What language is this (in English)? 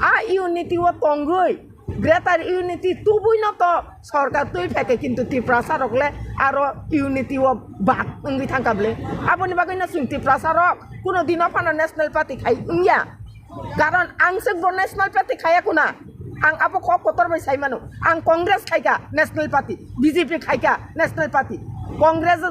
Kok Borok